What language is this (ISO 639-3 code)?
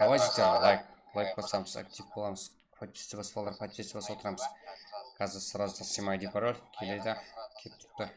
kaa